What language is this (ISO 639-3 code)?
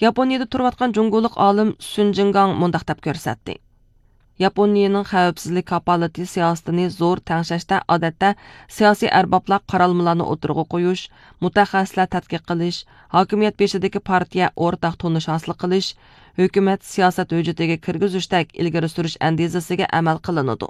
uig